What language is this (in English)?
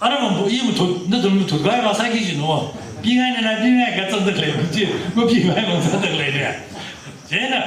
Tangkhul Naga (India)